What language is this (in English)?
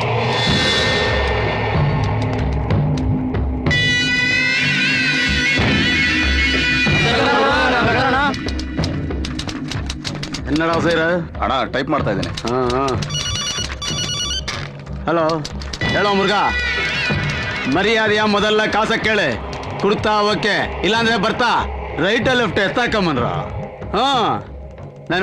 Kannada